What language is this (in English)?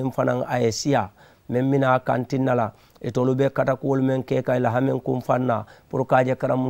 Mandingo